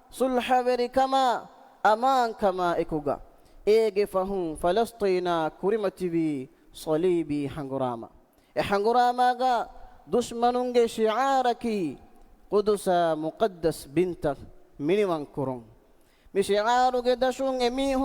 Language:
Divehi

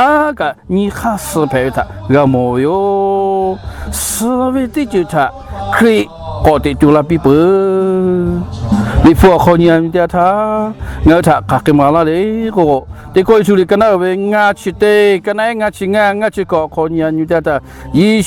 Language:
Lahu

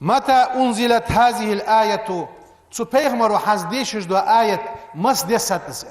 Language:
Ingush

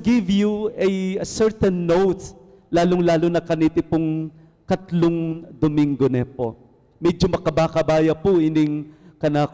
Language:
Pampanga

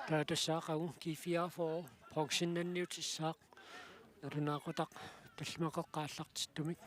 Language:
Kalaallisut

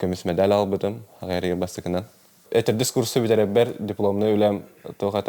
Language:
Yakut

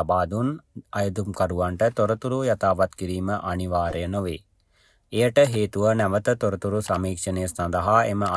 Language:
Sinhala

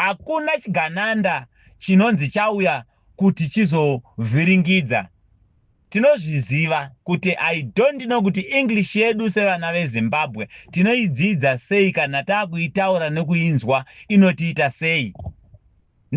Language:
Shona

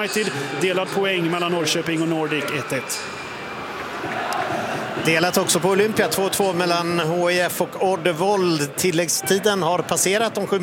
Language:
Swedish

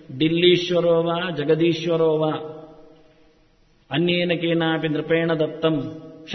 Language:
Kannada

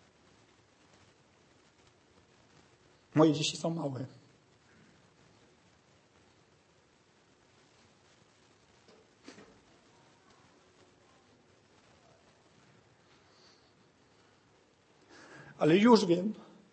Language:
Polish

